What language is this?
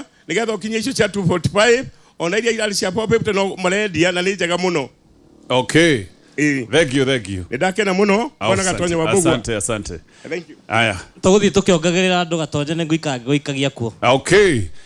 Kikuyu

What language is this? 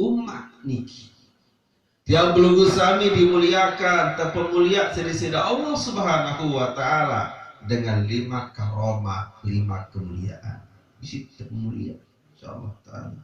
Sasak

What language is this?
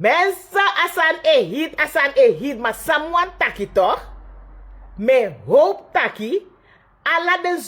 Sranan Tongo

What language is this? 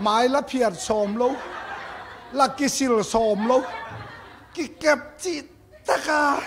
Tedim Chin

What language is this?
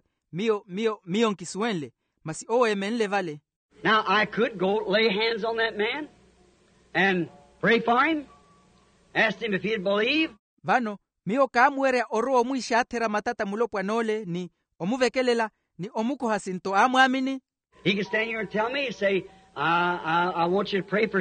Makhuwa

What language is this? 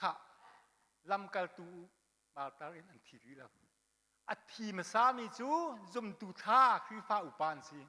Hakha Chin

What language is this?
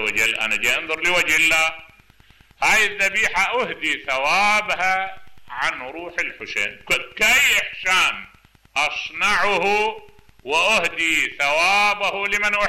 Mesopotamian Arabic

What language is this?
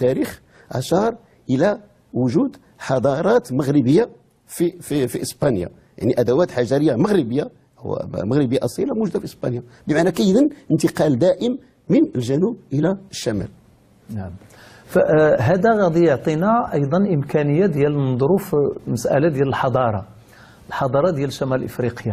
Moroccan Arabic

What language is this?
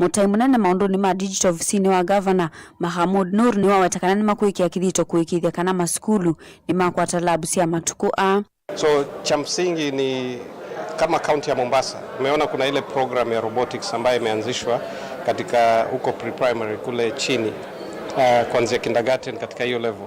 Kamba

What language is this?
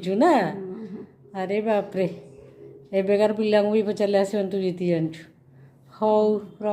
Odia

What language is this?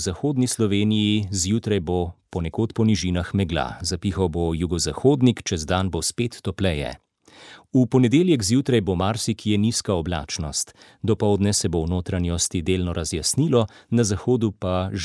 Slovenian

